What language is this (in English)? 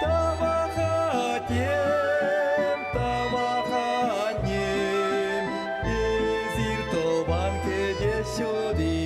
Chuvash